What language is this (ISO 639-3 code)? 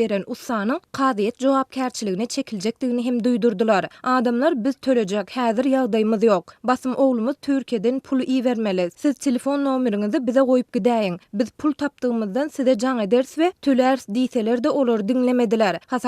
tuk